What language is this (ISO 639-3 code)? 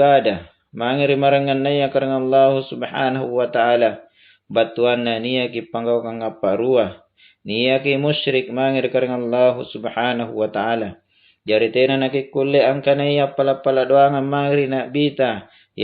mak